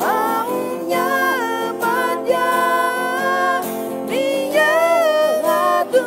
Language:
Akha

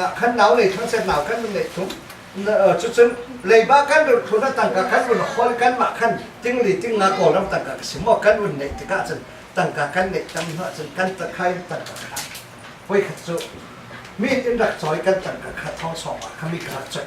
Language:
Falam Chin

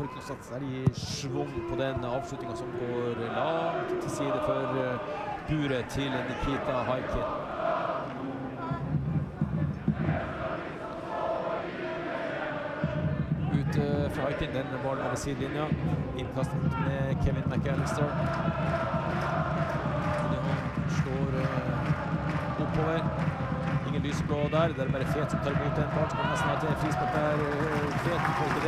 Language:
Norwegian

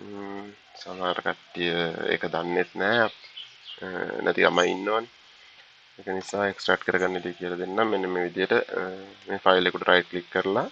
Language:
Sinhala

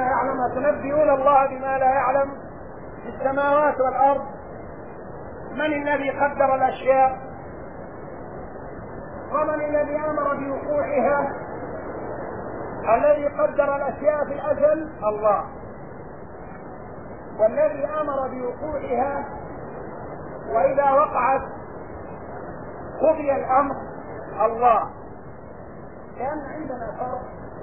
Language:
Arabic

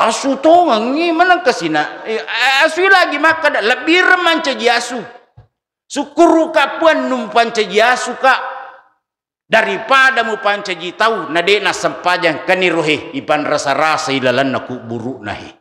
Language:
Buginese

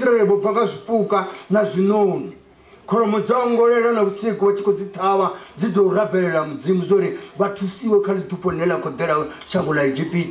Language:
Venda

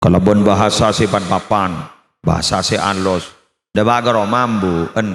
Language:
Madurese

